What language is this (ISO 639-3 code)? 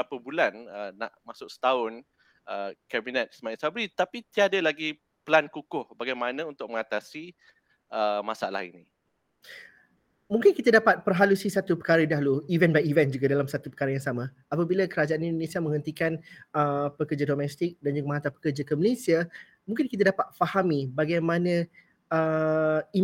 msa